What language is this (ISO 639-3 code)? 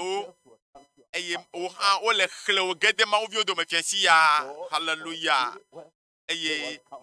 ewe